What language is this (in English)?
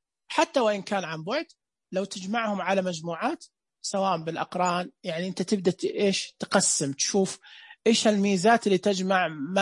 Najdi Arabic